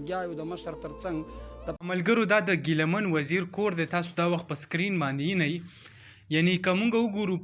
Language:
Pashto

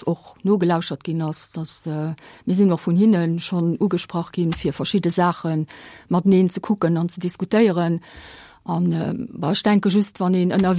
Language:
Luxembourgish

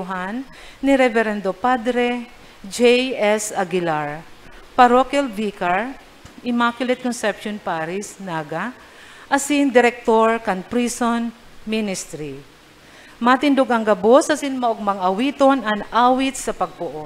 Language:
Bikol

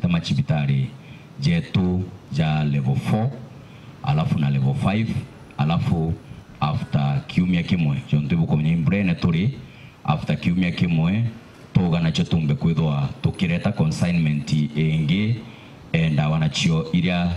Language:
Meru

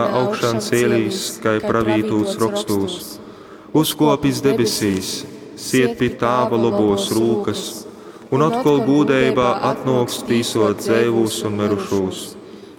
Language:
Latgalian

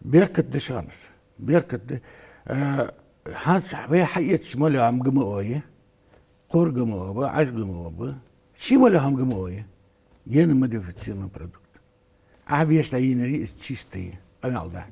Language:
Ingush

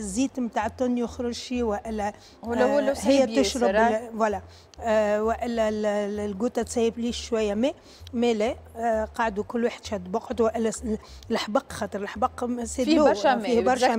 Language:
Tunisian Arabic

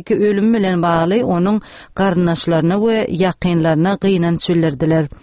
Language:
Turkmen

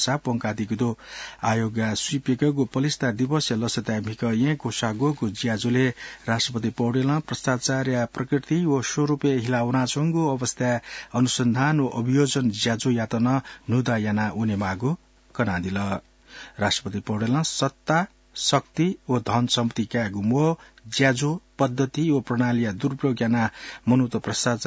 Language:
Newari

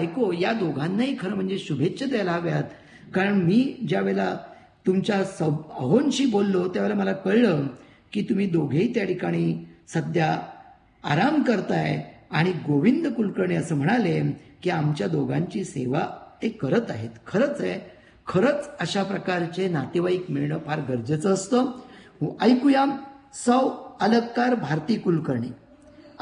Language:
Marathi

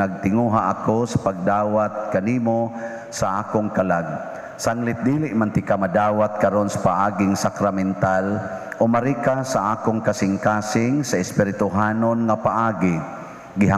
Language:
Cebuano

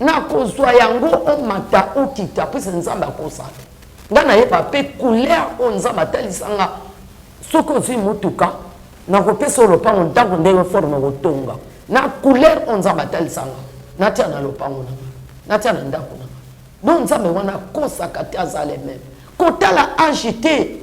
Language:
Lingala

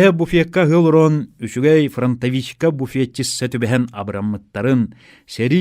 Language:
Yakut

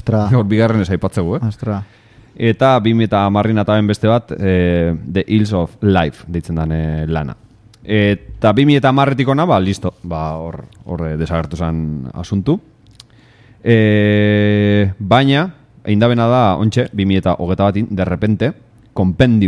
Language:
Basque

